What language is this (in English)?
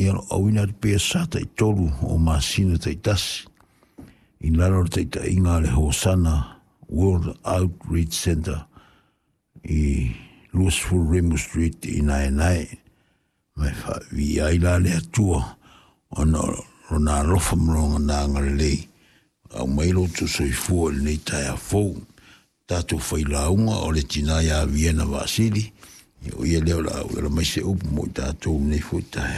Samoan